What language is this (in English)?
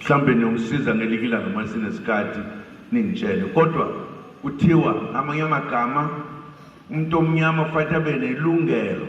Zulu